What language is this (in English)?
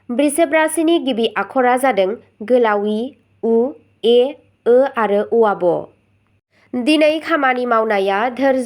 Bodo